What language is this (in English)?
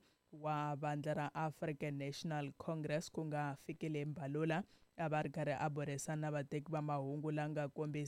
Tsonga